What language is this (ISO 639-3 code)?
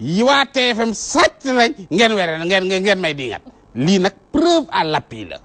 wol